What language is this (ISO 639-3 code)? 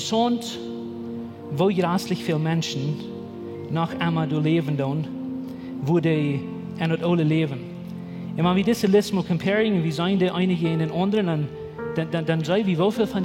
pdt